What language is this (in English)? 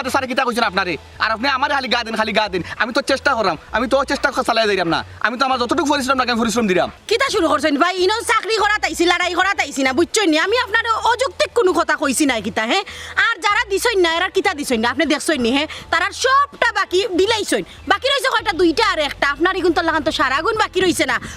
Sylheti